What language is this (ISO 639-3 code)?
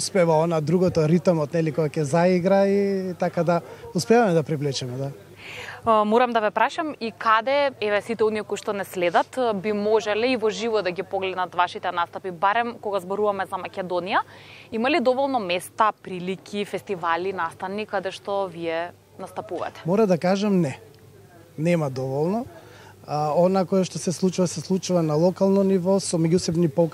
mkd